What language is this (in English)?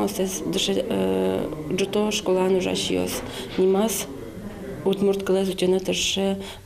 Udmurt